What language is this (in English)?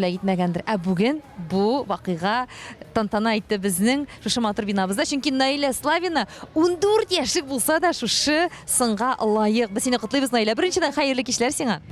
Tatar